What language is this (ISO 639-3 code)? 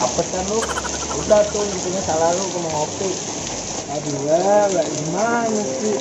bew